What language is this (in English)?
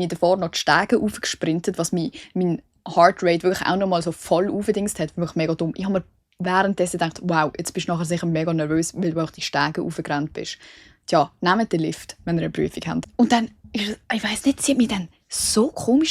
Swiss German